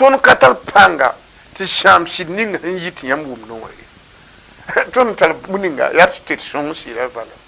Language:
Mossi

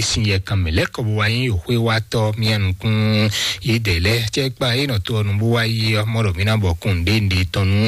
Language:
Fon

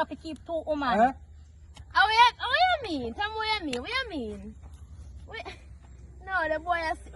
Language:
Jamaican Creole English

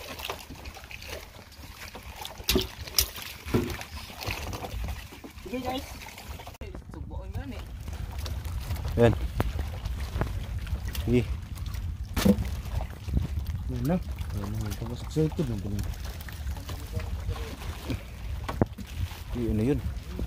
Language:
Filipino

